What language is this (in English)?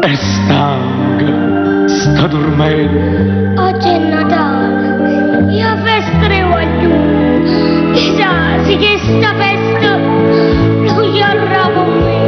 Neapolitan